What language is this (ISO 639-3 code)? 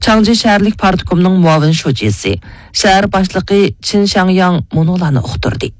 uig